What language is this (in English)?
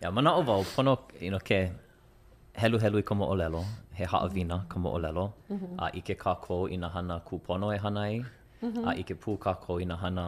Hawaiian